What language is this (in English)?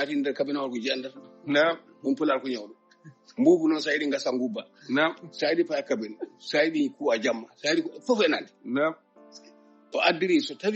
Fula